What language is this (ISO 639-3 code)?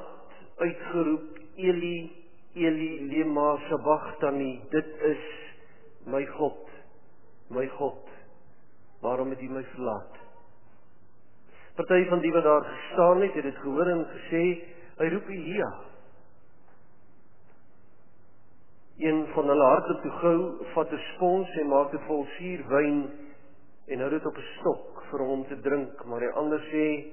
afr